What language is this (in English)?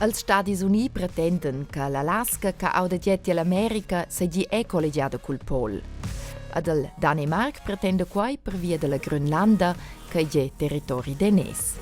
Romansh